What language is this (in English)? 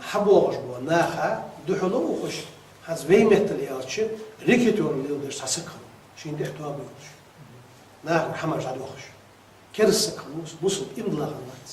Ingush